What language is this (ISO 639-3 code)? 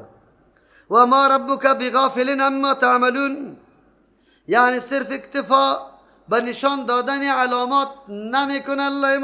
fas